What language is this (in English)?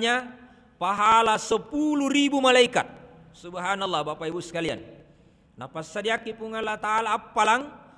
Buginese